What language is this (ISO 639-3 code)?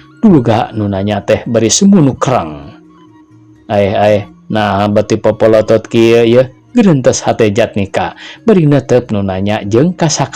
sun